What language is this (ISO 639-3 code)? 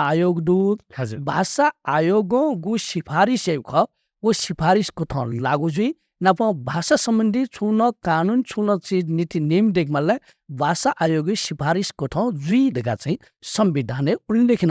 new